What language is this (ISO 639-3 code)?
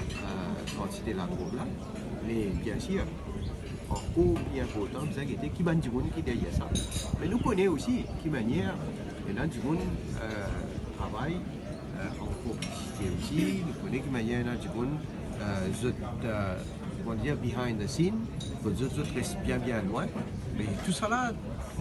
mfe